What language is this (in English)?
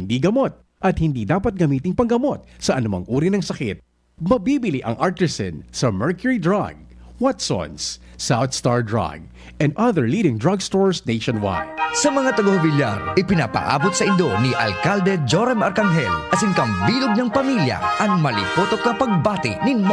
Bikol